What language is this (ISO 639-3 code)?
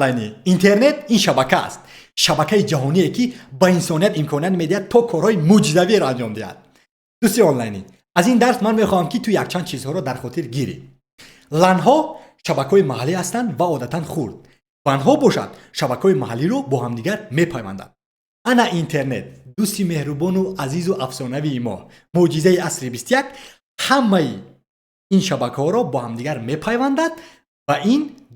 tgk